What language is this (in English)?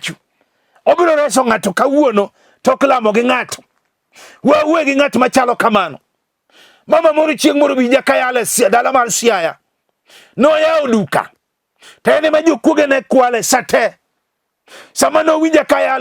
Luo (Kenya and Tanzania)